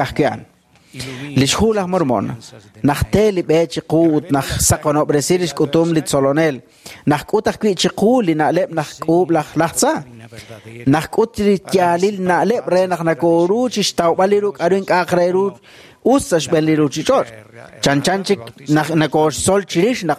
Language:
Kekchí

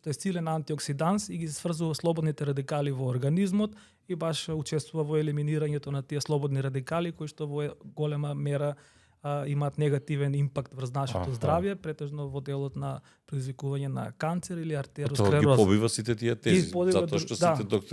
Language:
Macedonian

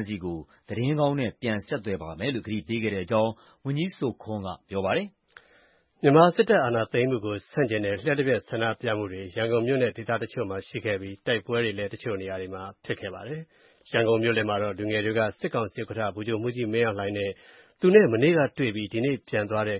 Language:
Burmese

